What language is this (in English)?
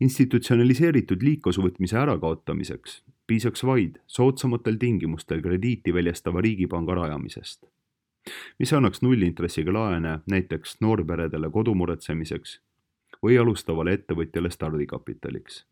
Estonian